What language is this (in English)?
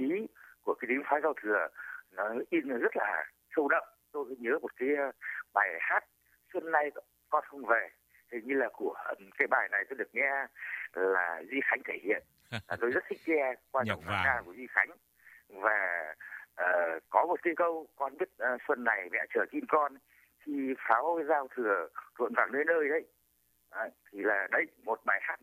Vietnamese